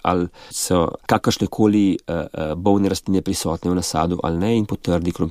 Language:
Slovenian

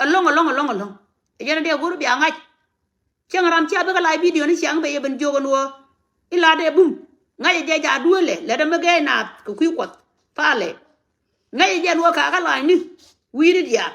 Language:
Nuer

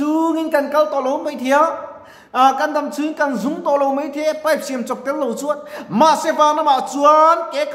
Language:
Mizo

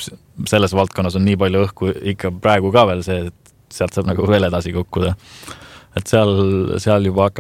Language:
Estonian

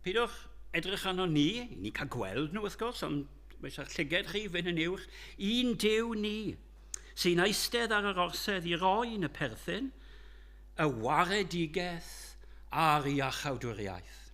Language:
Welsh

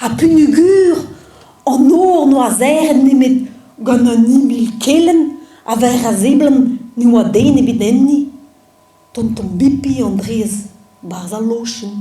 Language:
Breton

